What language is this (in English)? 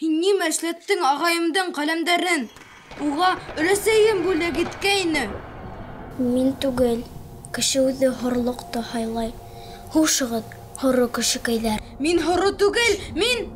Bashkir